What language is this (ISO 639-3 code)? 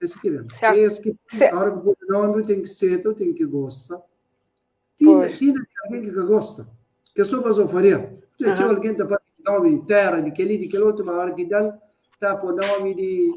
kea